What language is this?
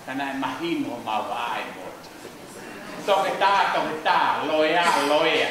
Tongan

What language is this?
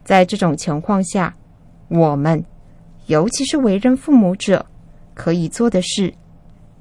Chinese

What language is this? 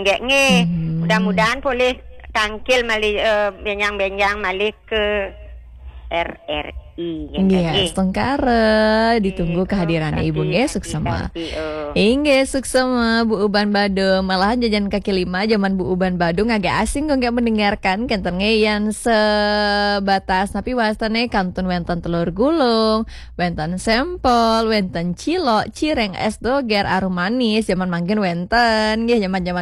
Balinese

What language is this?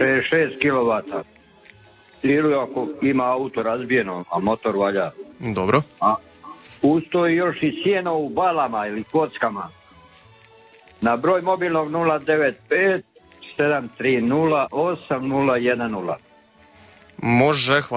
Croatian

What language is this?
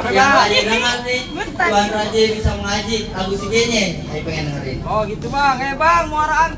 Betawi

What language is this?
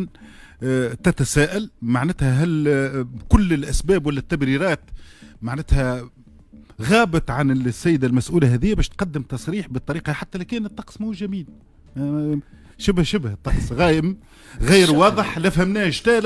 Tunisian Arabic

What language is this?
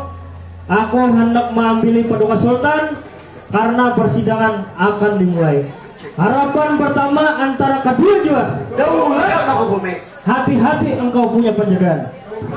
Banjar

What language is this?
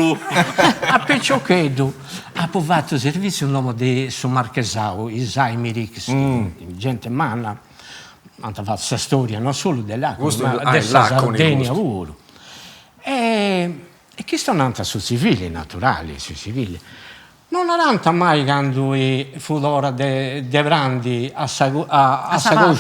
Sardinian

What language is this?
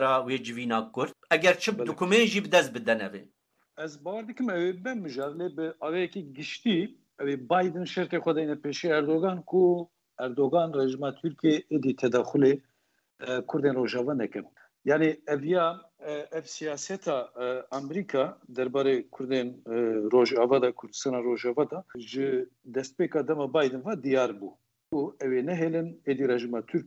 Kurdish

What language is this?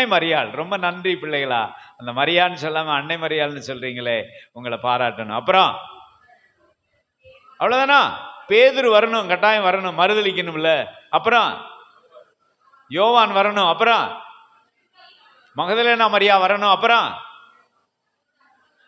Tamil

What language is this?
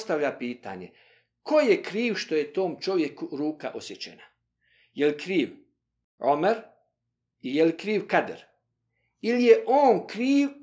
Bosnian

